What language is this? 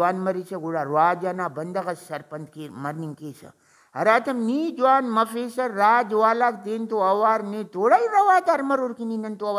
Brahui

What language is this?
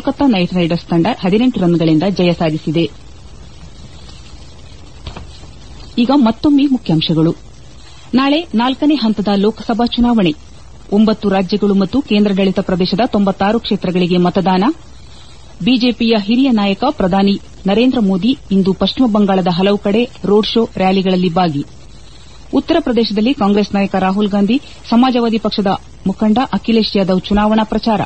Kannada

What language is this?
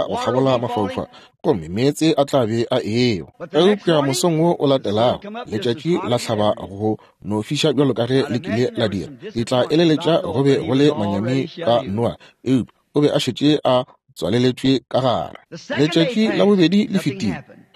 Northern Sotho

